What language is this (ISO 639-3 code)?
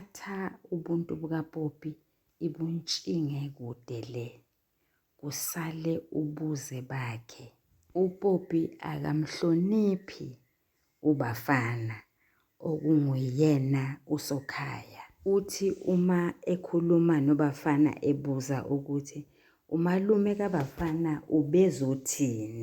zul